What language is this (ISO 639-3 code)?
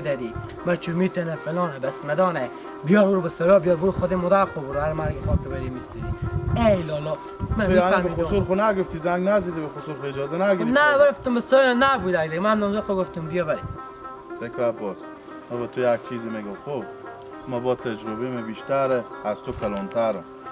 haz